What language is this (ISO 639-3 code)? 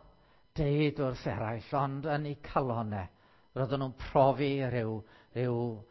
cym